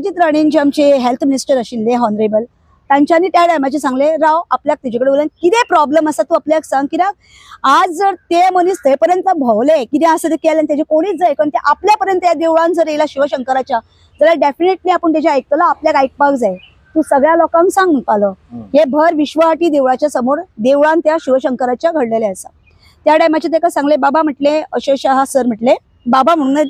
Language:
Konkani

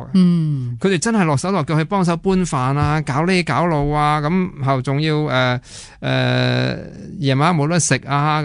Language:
Cantonese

